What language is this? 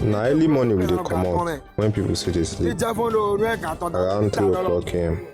Nigerian Pidgin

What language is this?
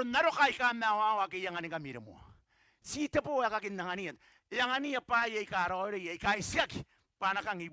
Gilbertese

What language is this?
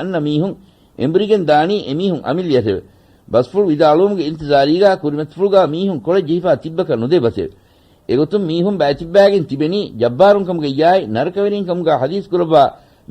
Divehi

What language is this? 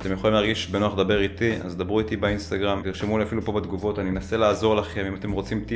Hebrew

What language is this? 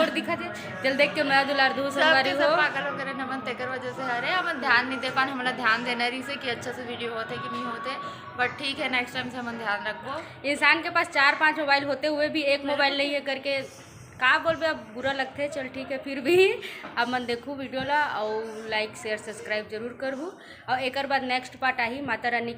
Chhattisgarhi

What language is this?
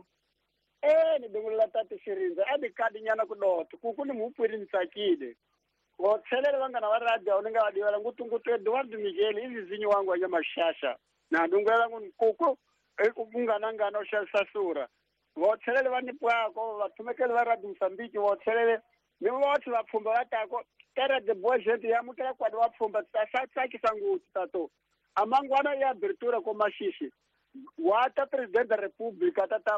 Tsonga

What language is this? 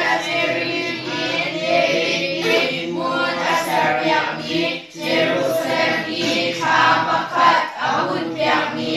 Hakha Chin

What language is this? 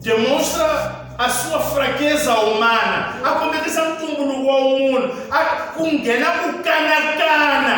Tsonga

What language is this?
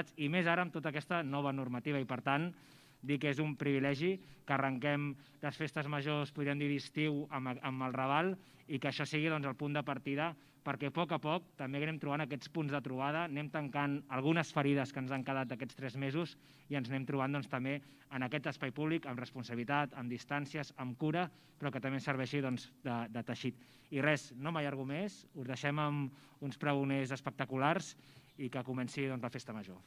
Catalan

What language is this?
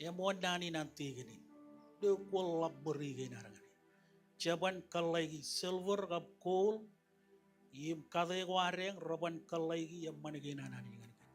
Marshallese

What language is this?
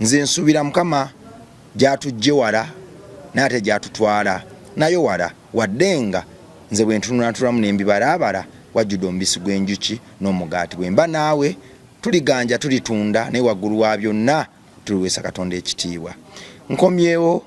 Ganda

